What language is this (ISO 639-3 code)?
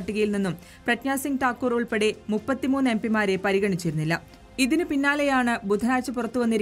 mal